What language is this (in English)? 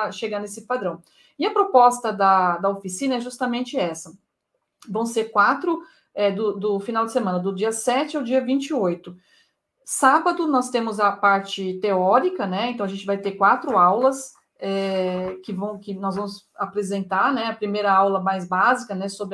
Portuguese